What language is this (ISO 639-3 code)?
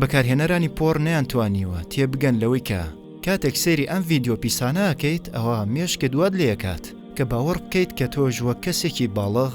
ckb